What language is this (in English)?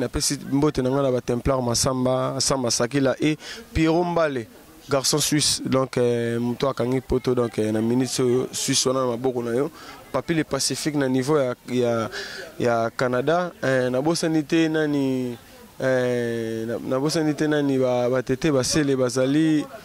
Lingala